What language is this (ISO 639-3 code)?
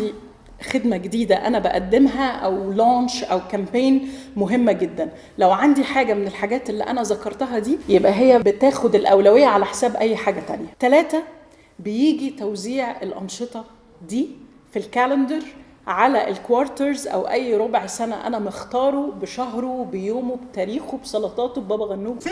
arz